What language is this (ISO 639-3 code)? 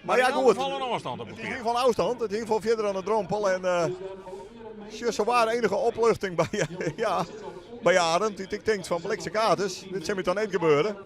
fry